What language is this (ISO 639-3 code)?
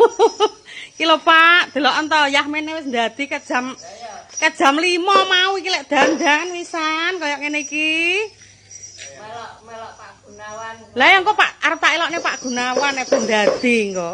jav